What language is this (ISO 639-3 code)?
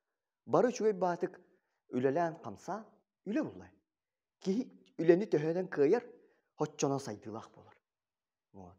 sah